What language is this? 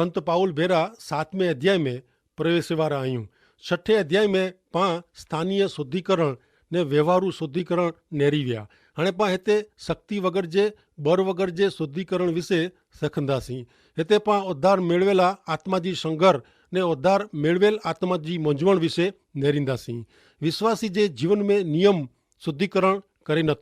Kachhi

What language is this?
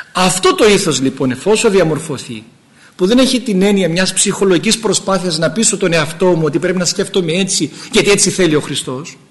Greek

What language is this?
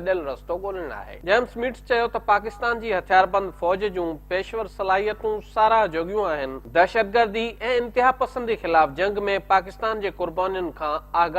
Sindhi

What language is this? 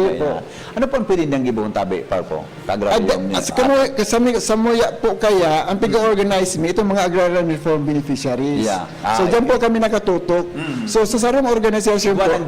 Bikol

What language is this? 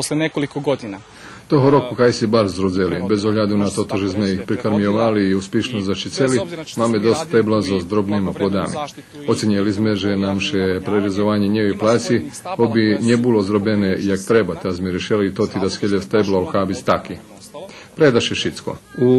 Rusyn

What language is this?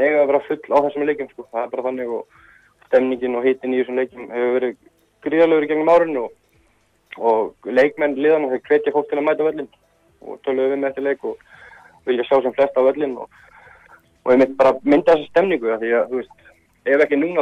Icelandic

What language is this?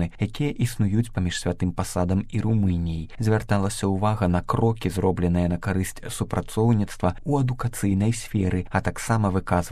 Belarusian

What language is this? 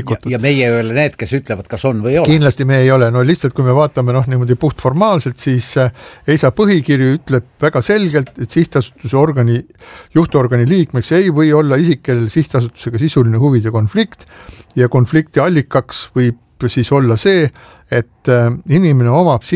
Estonian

